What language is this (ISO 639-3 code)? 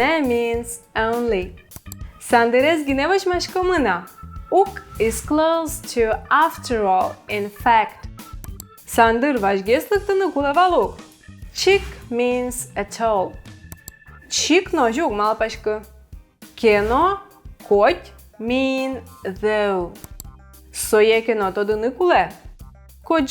udm